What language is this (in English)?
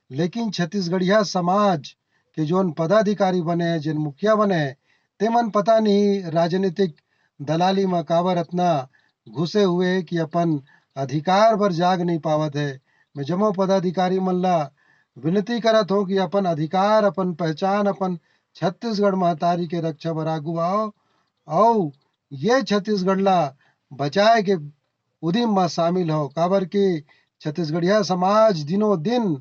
Chhattisgarhi